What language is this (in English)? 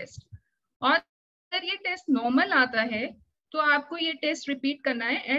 Hindi